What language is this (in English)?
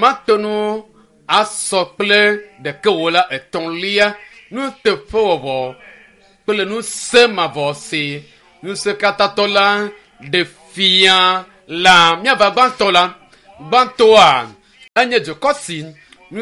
Ewe